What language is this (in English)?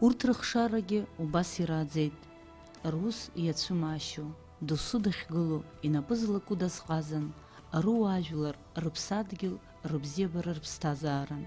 Abkhazian